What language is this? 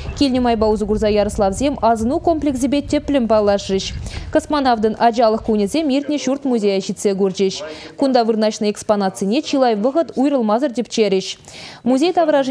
Chuvash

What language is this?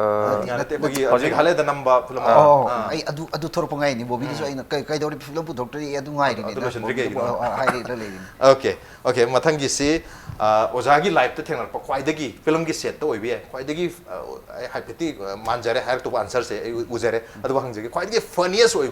Manipuri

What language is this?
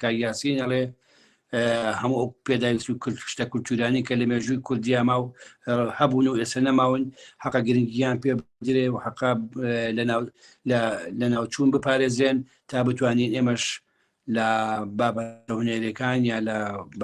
Central Kurdish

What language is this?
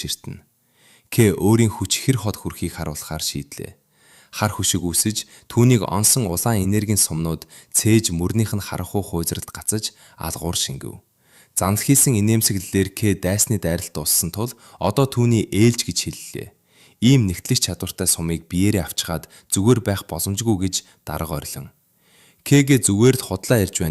Mongolian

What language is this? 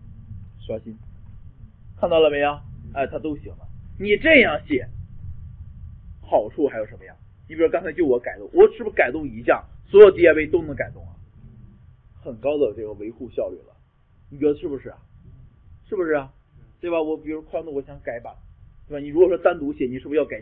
Chinese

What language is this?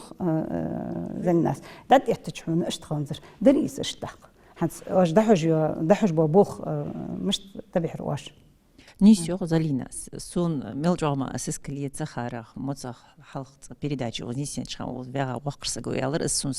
Ingush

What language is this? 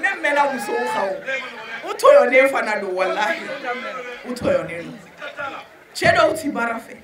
Bambara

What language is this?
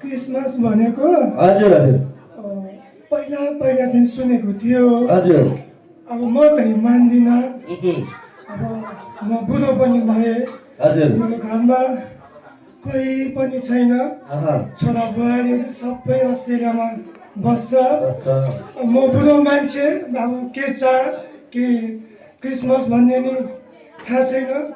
Nepali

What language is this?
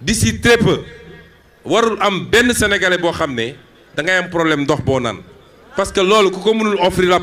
Wolof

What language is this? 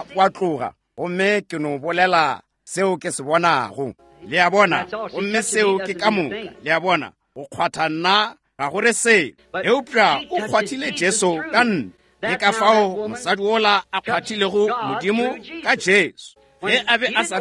Northern Sotho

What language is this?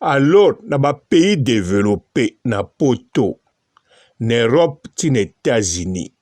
Lingala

